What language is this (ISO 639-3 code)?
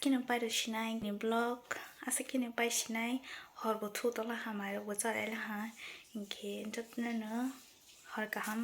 trp